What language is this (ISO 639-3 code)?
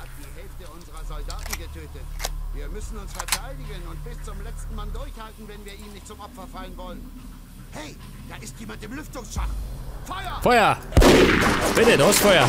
bar